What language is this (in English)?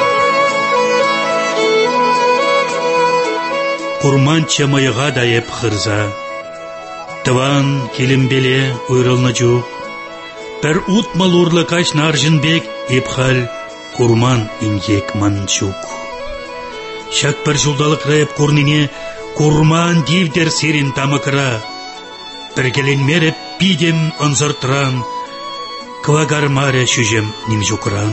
Tatar